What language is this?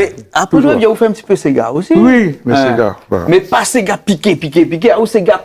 Réunion Creole French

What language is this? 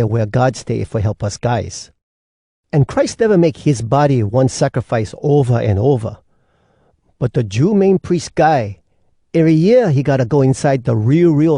Hawai'i Creole English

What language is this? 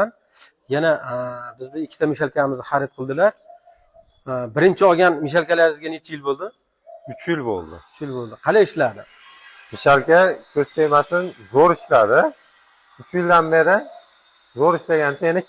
Uzbek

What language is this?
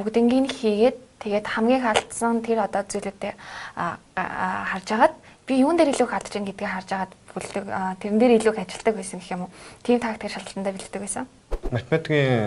Mongolian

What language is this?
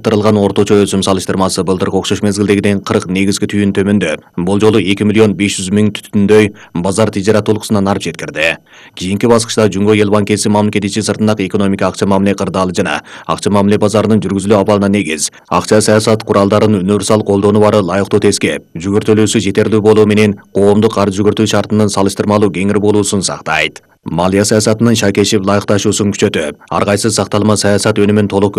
Kyrgyz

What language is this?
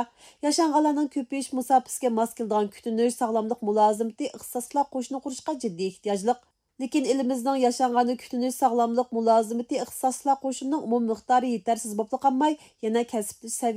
Uyghur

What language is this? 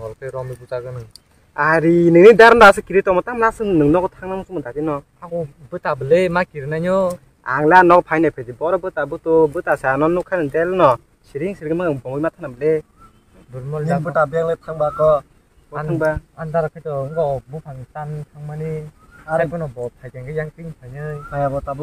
Kok Borok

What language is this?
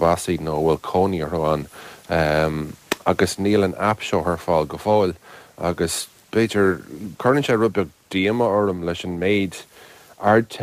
Irish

